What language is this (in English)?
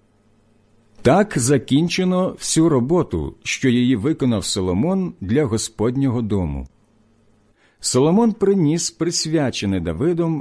Ukrainian